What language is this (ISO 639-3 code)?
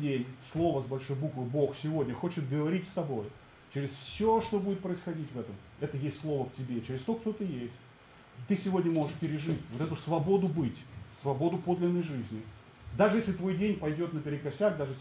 rus